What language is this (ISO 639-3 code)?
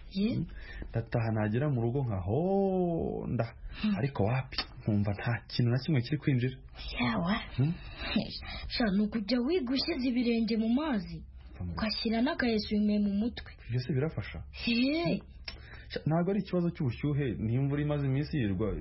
kin